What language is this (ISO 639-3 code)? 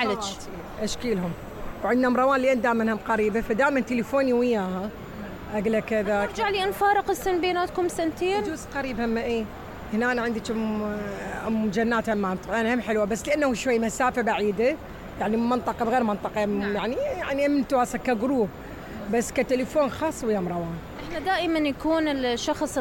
acm